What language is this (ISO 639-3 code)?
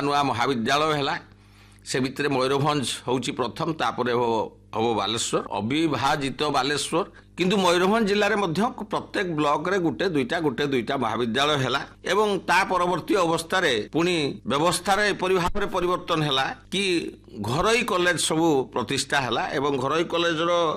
ori